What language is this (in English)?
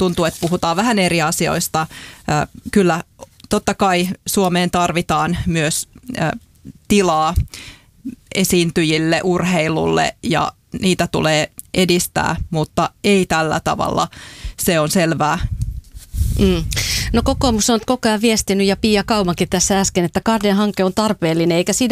Finnish